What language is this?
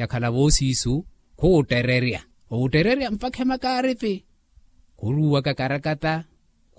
Makhuwa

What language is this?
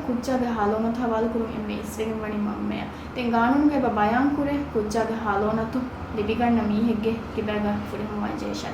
Divehi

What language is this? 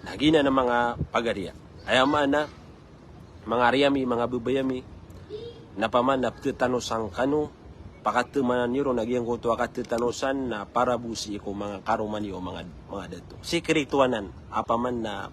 Maranao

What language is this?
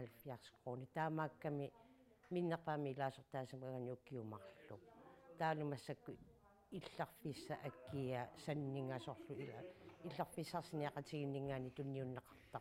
Kalaallisut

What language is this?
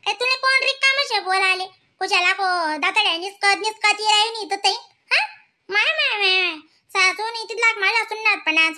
Khandesi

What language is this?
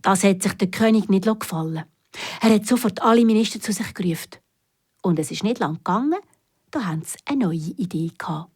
Swiss German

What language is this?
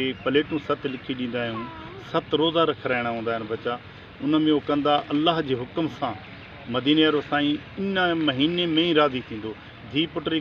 Sindhi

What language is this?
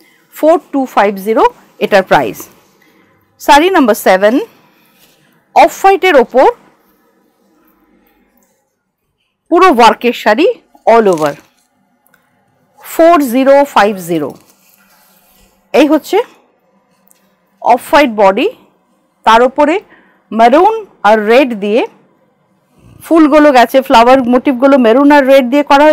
Bangla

